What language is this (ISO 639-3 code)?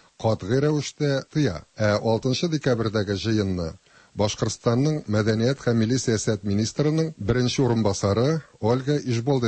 tat